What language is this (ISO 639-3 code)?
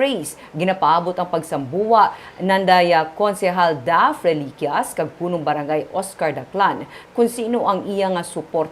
hil